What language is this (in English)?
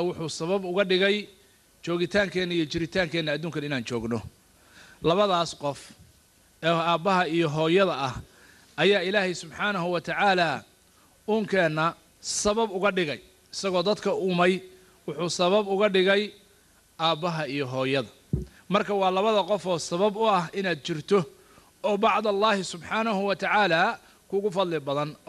Somali